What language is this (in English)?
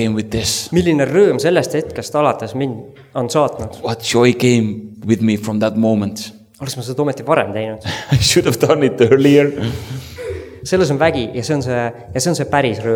Estonian